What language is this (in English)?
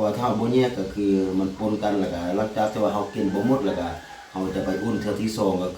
Lao